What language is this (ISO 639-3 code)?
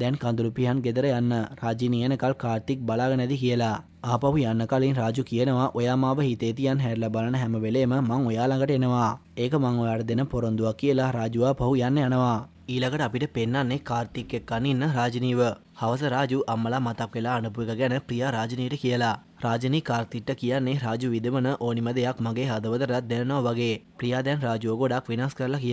sin